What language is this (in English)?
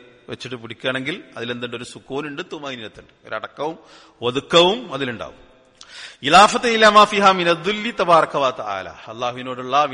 Malayalam